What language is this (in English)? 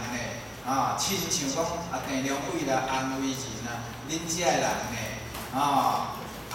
Min Nan Chinese